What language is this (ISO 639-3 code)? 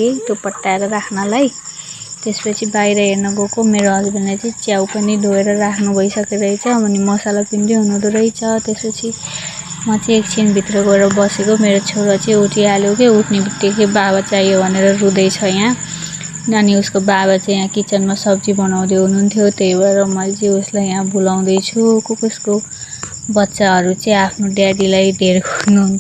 nep